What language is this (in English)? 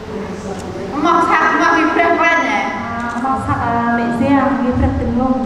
Central Mnong